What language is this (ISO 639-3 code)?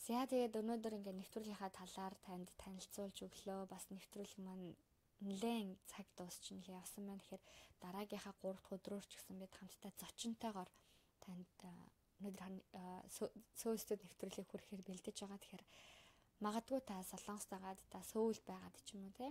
mon